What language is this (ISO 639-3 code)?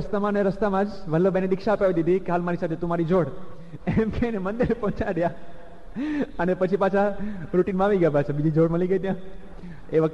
guj